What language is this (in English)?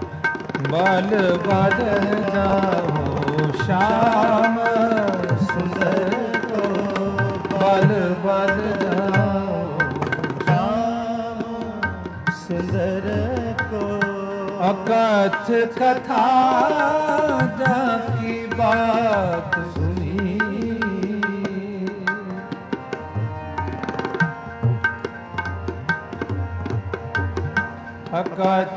Punjabi